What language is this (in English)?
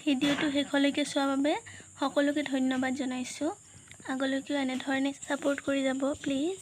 Assamese